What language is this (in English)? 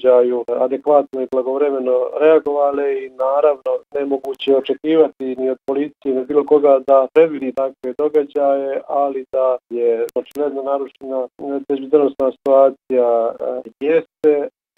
Bosnian